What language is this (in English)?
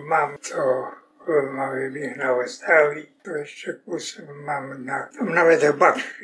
Rusyn